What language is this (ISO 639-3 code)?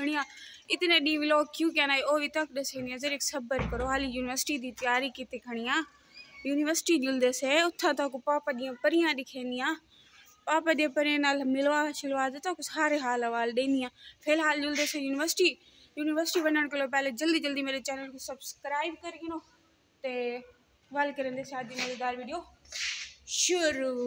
skr